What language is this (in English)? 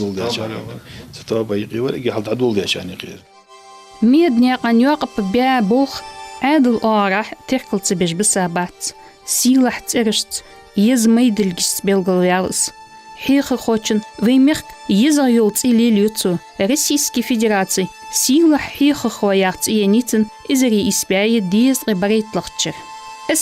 Ingush